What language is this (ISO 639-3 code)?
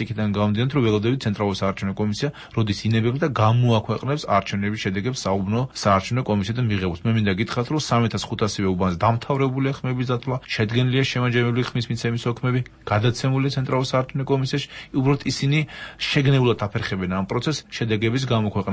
kat